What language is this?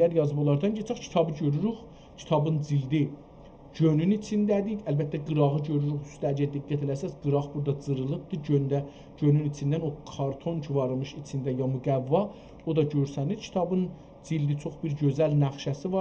South Azerbaijani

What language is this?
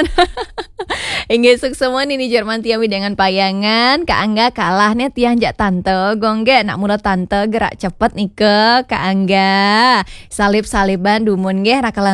Balinese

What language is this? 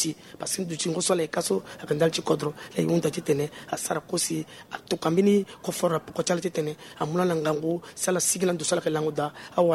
Sango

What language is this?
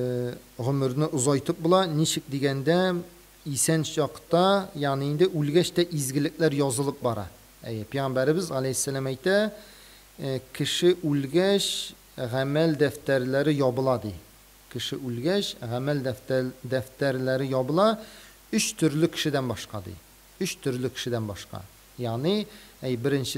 Tatar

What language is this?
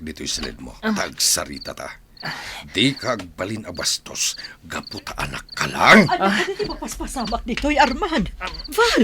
Iloko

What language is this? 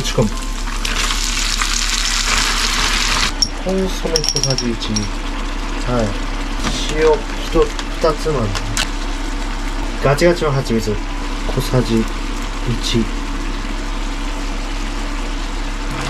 Japanese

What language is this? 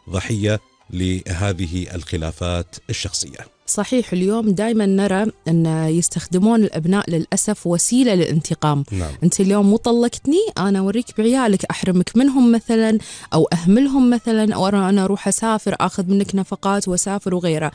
Gulf Arabic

